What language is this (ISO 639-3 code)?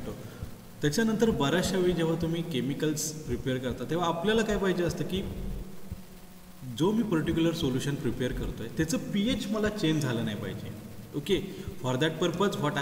mar